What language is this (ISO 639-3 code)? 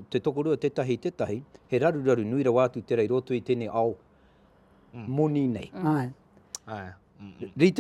mri